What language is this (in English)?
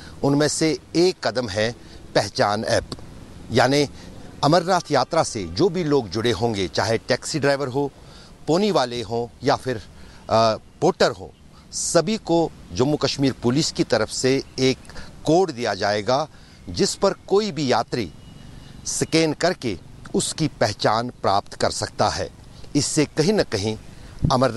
Hindi